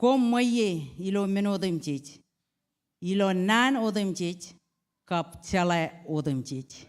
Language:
Marshallese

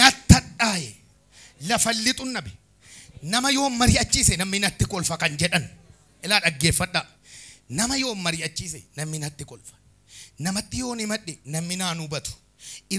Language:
Oromo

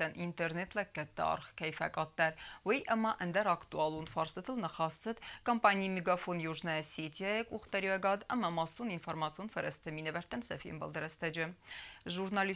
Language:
Ossetic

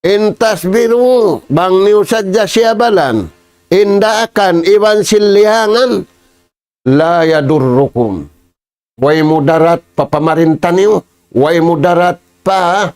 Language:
Tausug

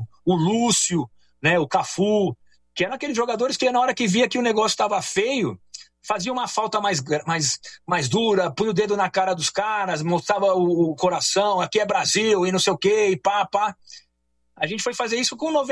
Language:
Portuguese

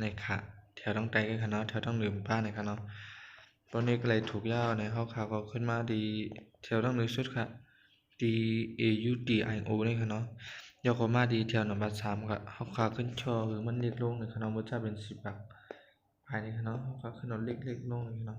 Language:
Shan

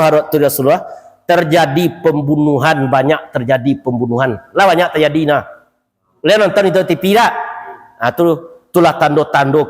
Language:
Minangkabau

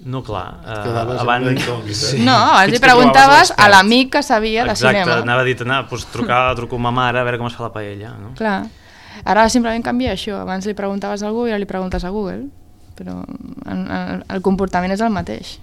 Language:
Catalan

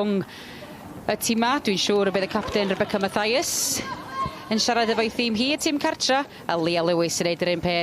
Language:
Welsh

